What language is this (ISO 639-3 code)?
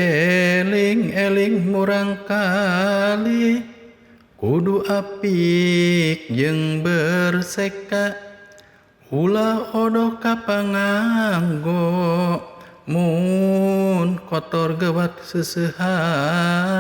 sun